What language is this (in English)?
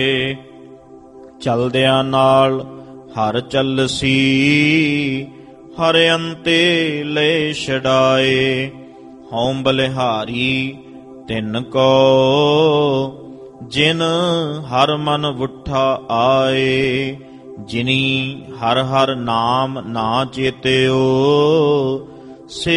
Punjabi